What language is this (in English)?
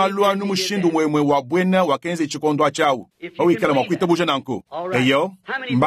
Luba-Lulua